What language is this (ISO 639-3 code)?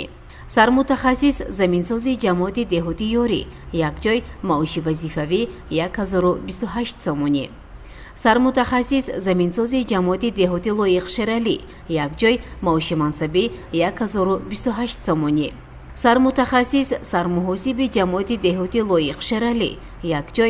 tgk